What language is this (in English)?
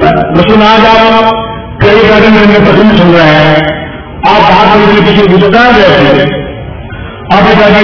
Urdu